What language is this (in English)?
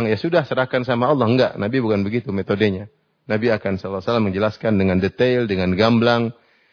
Indonesian